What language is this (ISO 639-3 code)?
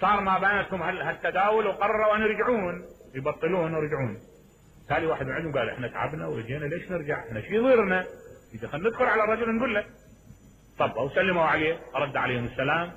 acm